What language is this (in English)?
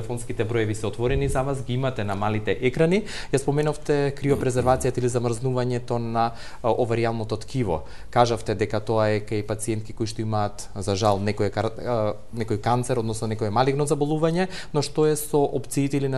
Macedonian